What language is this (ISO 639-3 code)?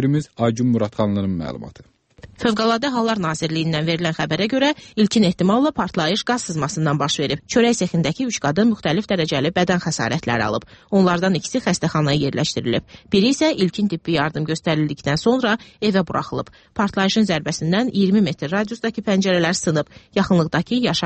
aze